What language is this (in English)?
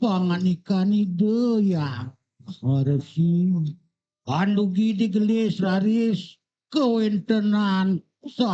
Balinese